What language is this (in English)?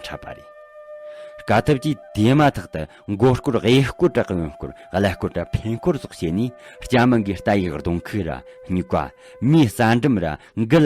Tibetan